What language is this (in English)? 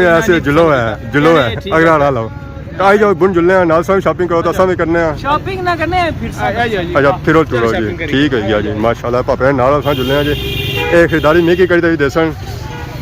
Pahari-Potwari